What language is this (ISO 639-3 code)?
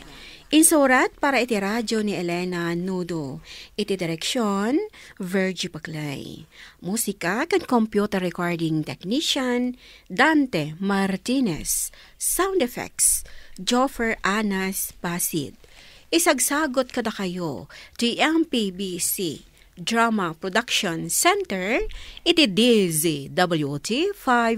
ilo